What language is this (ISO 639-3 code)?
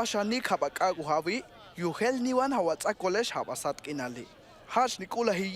toj